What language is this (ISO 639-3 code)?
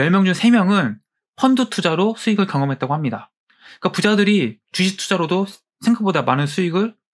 kor